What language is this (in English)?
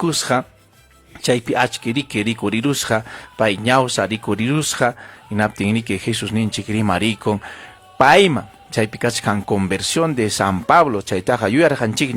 Ayacucho Quechua